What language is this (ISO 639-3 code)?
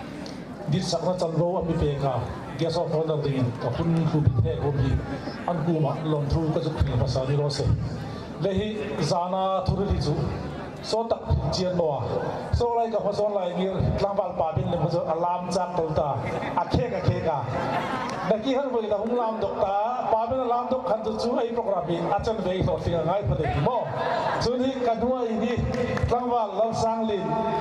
hmr